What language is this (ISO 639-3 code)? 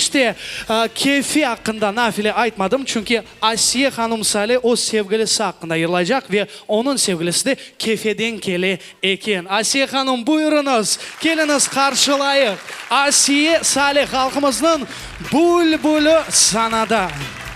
crh